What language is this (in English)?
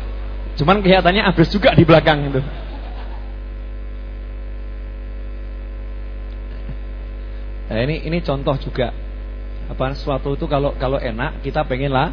Indonesian